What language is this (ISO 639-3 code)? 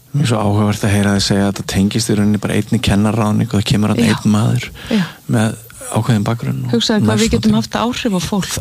isl